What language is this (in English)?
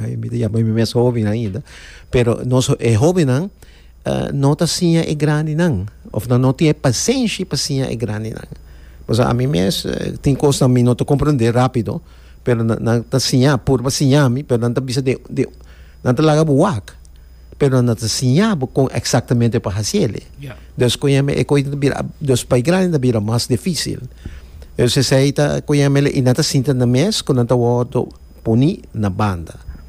Papiamento